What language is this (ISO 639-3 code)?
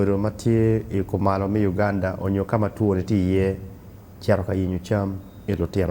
ach